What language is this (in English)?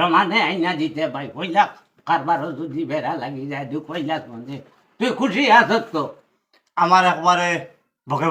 Sylheti